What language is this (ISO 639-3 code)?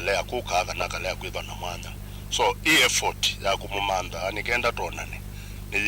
kam